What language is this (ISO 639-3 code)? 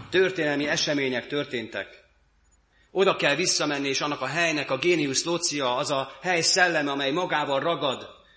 hun